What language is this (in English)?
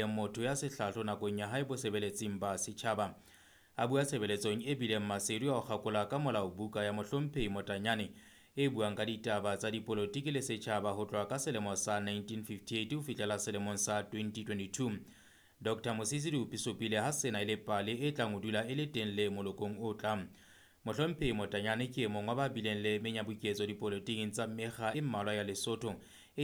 Southern Sotho